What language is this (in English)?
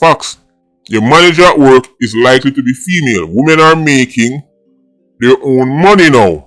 Jamaican Creole English